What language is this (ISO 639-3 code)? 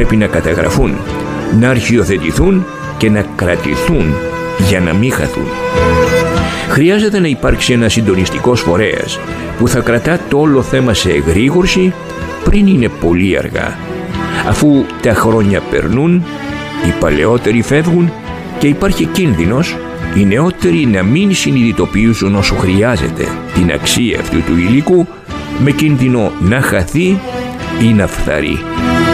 ell